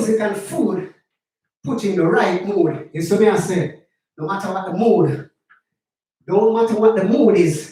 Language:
Jamaican Creole English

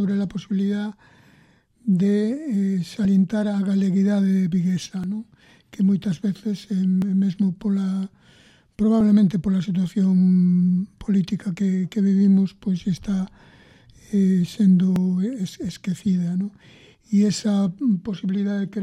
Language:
Galician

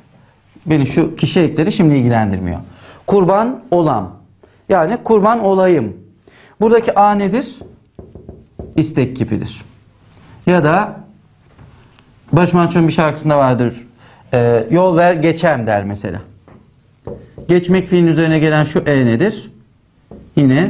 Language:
Turkish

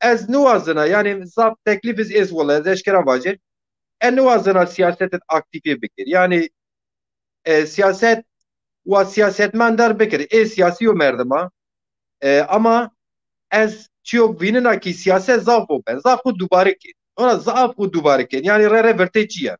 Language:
Zaza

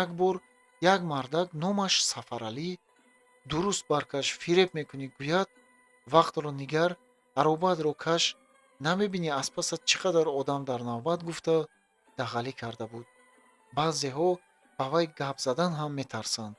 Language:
Tajik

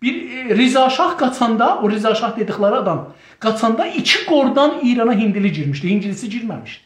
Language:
South Azerbaijani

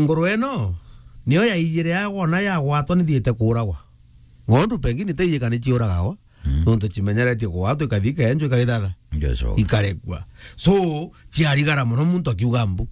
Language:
Meru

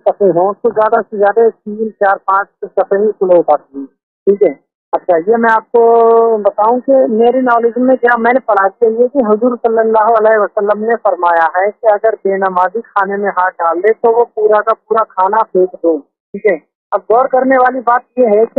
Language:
Urdu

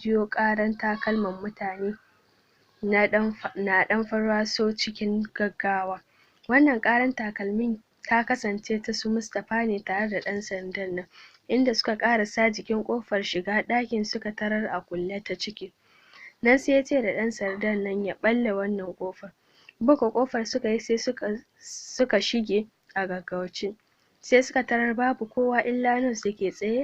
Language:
Hausa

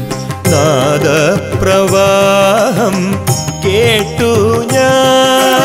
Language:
Malayalam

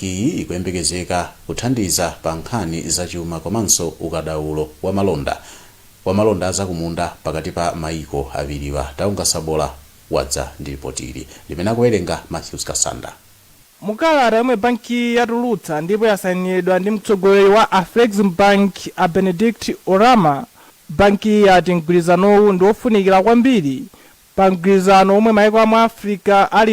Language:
Nyanja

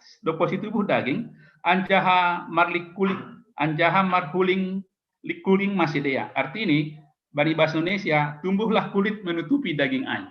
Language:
Batak Simalungun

